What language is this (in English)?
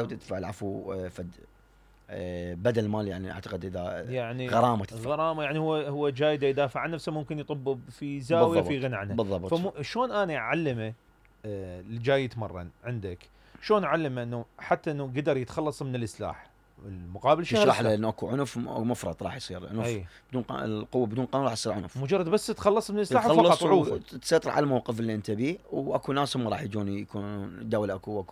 Mesopotamian Arabic